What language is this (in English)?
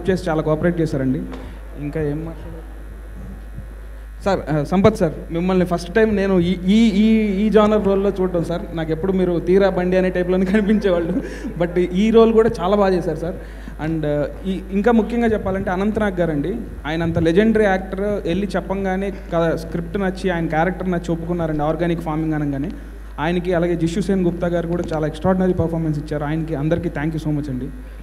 Telugu